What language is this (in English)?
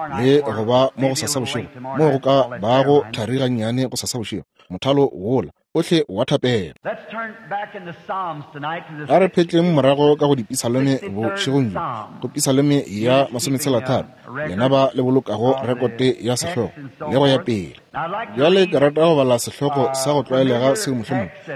Northern Sotho